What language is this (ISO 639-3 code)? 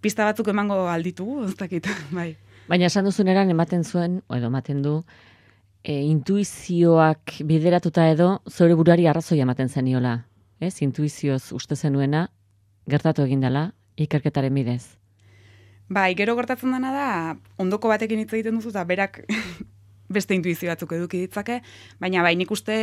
eus